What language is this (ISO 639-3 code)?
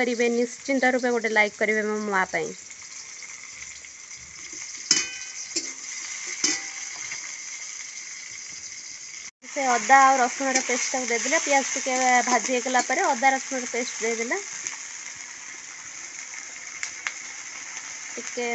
ori